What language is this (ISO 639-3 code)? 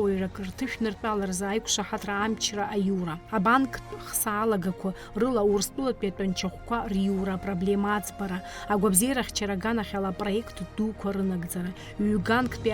abk